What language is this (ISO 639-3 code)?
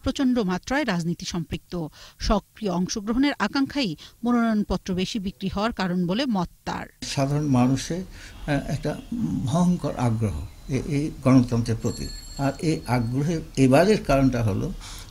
ben